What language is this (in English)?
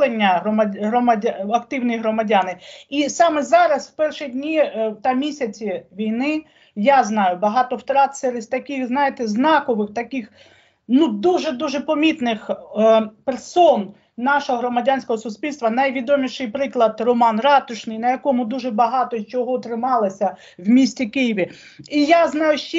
Ukrainian